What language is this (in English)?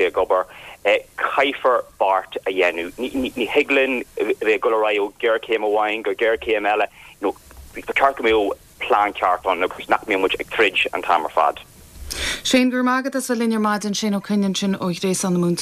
Irish